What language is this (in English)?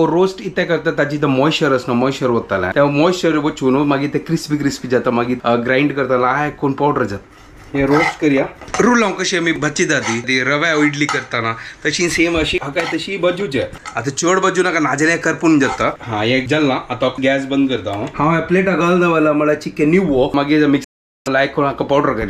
Konkani